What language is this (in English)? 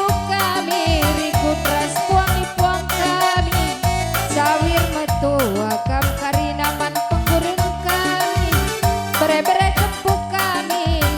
Batak Karo